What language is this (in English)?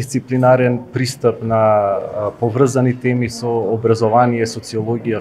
Macedonian